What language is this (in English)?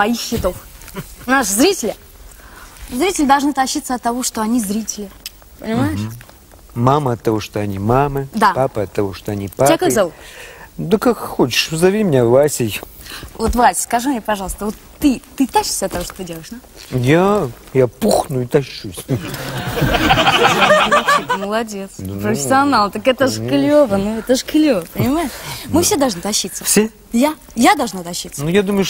Russian